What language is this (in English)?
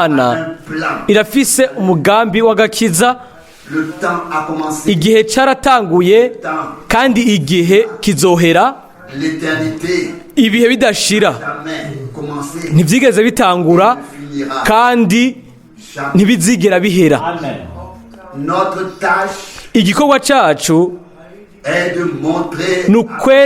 Rundi